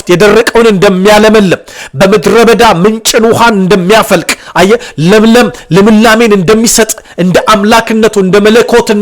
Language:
Amharic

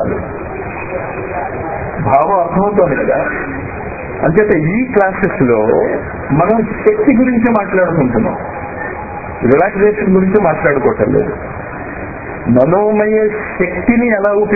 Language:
Telugu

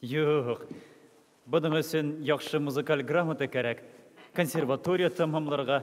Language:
Bashkir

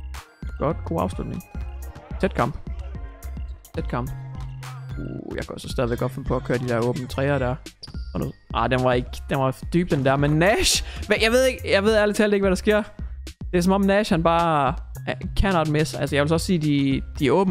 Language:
Danish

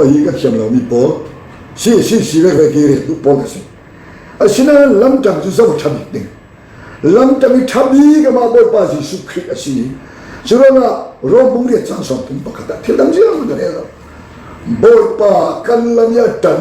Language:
Falam Chin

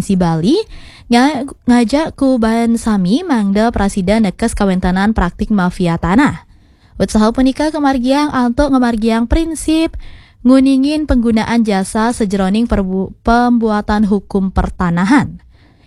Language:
Balinese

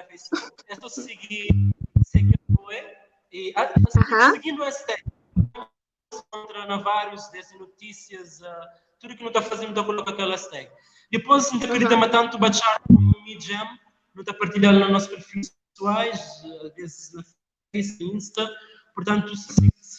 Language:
Kabuverdianu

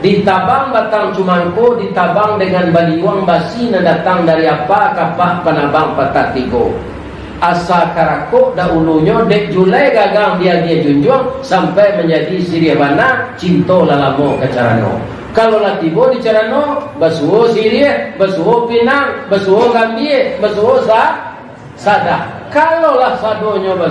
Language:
Minangkabau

